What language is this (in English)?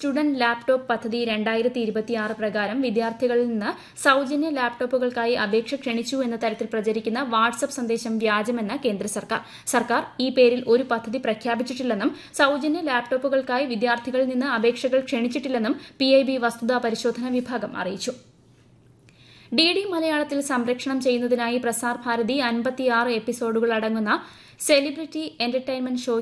Malayalam